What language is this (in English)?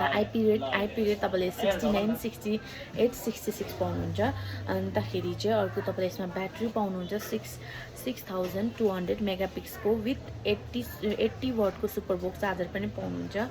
Nepali